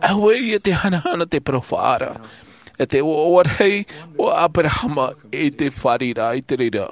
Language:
Tahitian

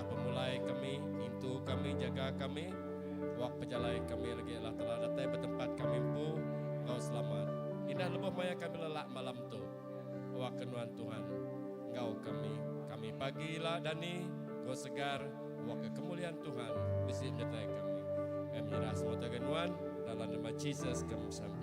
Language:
Iban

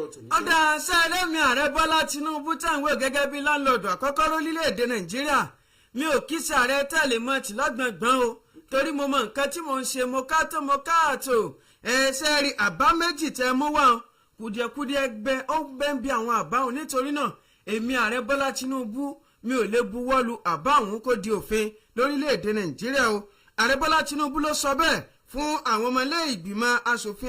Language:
Yoruba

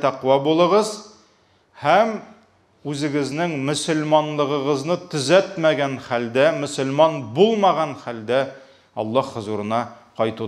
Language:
Tatar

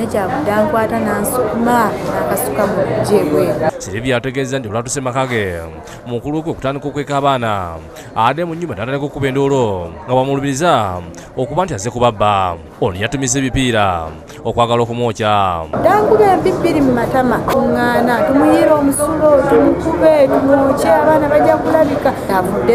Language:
Ganda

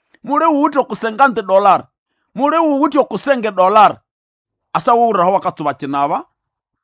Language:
Nande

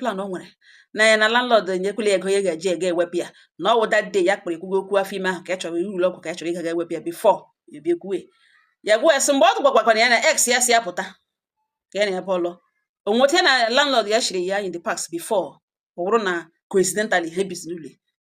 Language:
Igbo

